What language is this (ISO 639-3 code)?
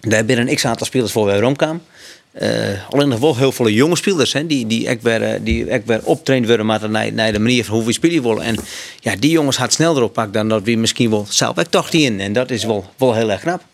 fry